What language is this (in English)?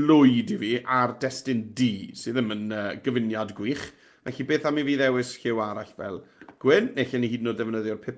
Welsh